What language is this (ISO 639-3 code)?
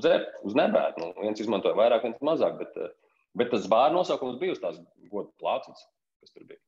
lav